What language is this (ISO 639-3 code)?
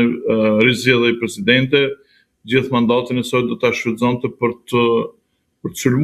sqi